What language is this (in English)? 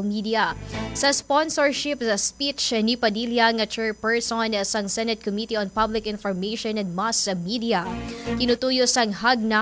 Hiligaynon